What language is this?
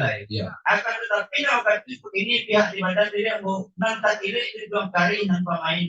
Minangkabau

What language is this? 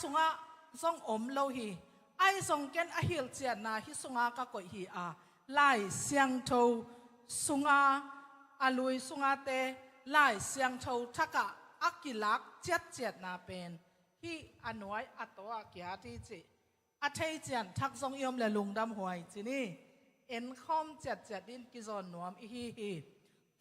Tedim Chin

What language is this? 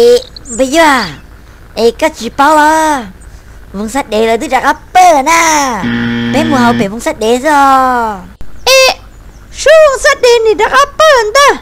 Hmong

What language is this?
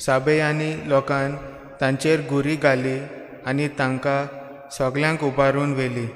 Konkani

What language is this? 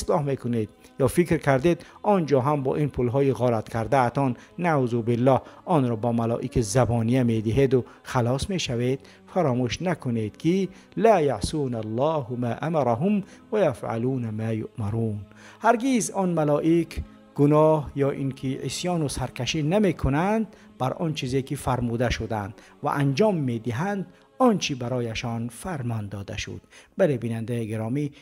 Tajik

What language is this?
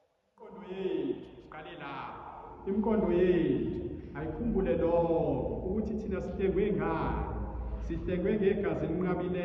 Zulu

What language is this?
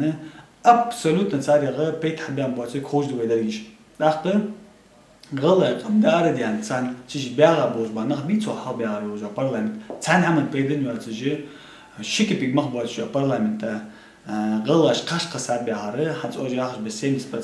Ingush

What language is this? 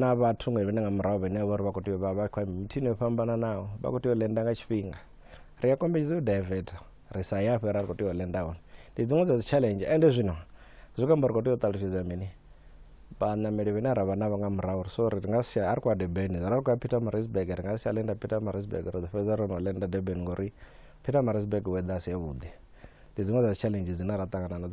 Venda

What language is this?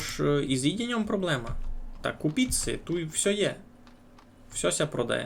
Rusyn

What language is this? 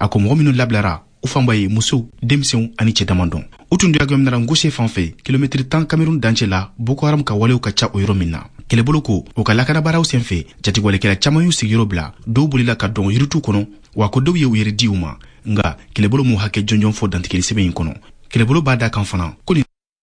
Bambara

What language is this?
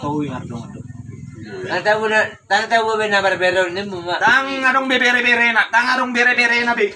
Batak Toba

